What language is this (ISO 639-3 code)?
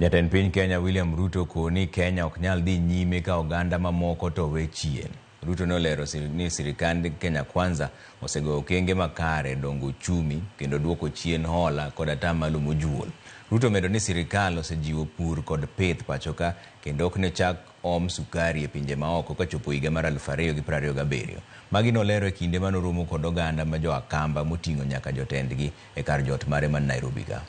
luo